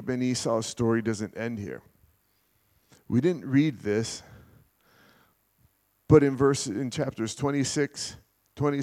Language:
English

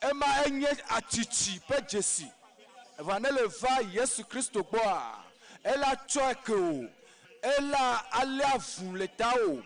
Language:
Ewe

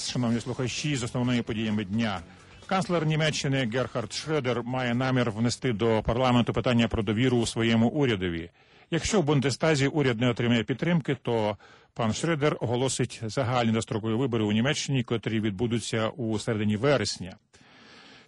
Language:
Ukrainian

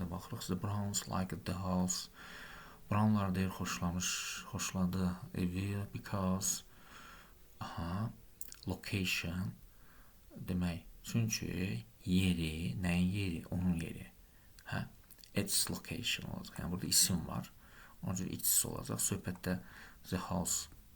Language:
Azerbaijani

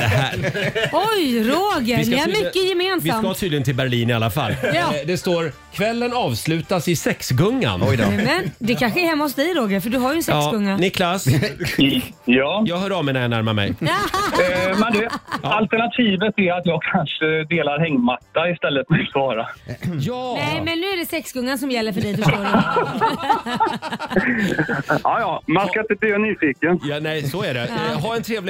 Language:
Swedish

